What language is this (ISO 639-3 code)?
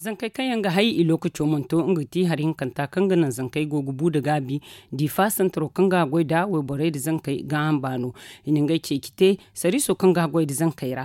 dje